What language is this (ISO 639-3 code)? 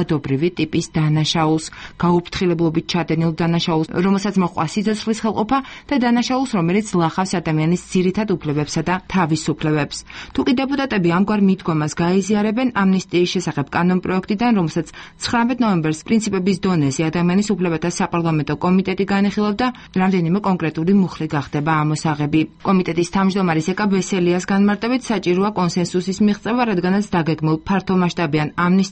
kat